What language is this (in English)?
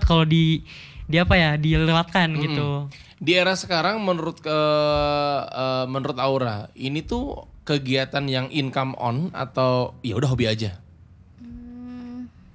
Indonesian